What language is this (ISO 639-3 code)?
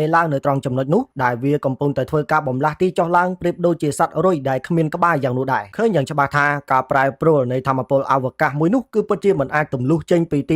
khm